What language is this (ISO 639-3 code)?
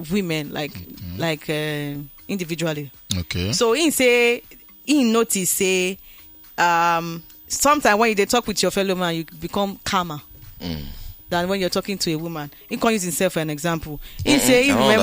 pcm